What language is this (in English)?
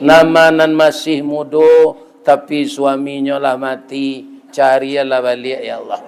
Minangkabau